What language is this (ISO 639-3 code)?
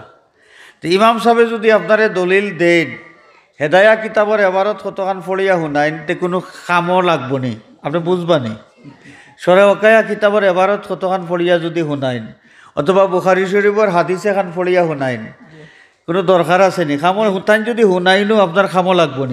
syl